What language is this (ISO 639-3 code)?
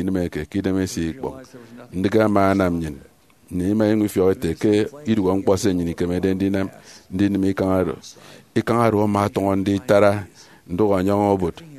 efi